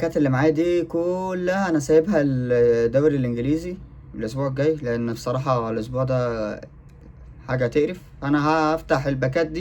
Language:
Egyptian Arabic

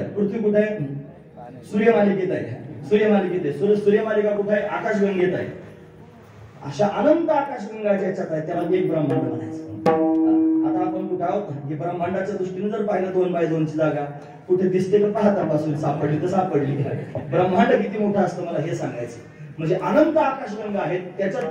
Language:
Marathi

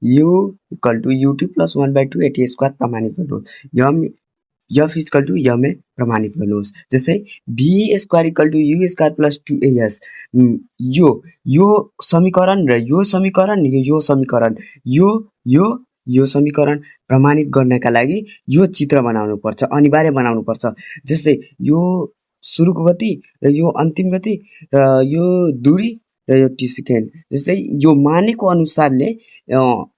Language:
Nepali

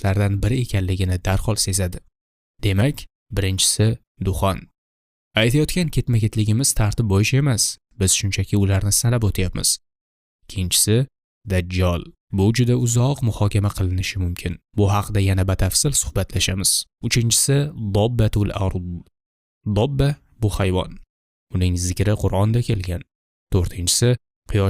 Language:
Uzbek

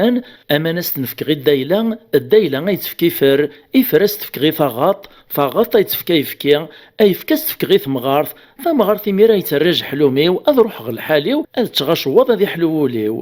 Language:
Kabyle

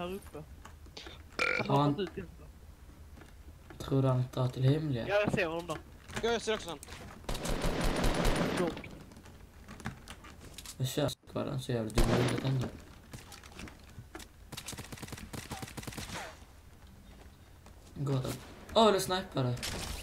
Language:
Swedish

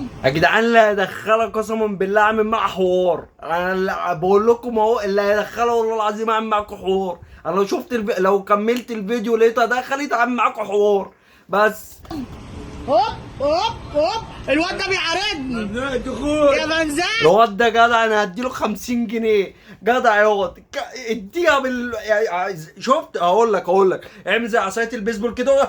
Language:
Egyptian Arabic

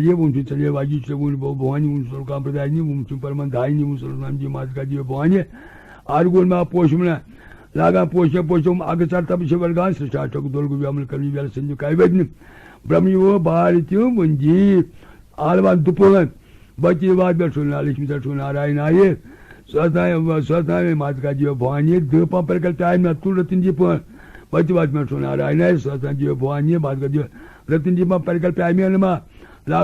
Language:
Kashmiri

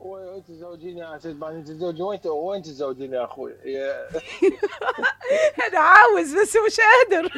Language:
Mesopotamian Arabic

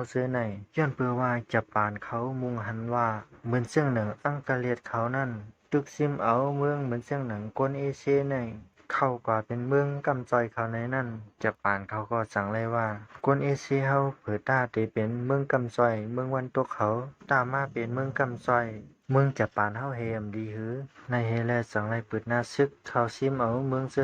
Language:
Shan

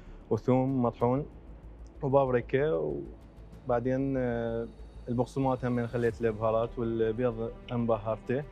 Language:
Mesopotamian Arabic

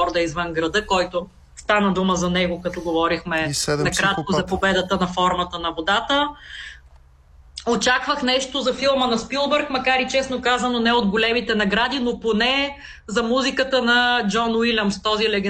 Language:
Bulgarian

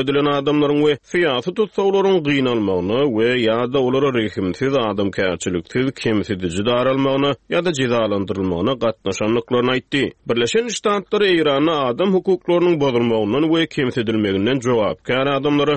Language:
Turkmen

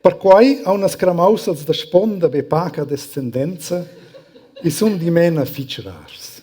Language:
Romansh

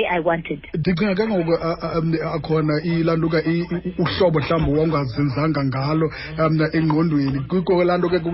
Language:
Xhosa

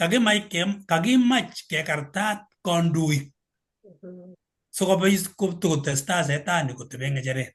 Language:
Kalenjin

